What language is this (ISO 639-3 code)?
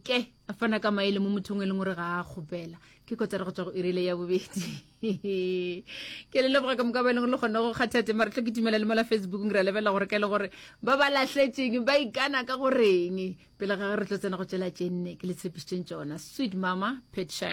nso